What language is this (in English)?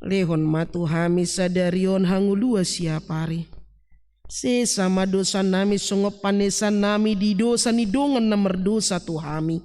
Batak Toba